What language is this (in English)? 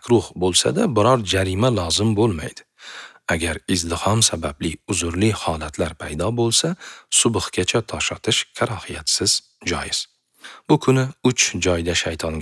Uzbek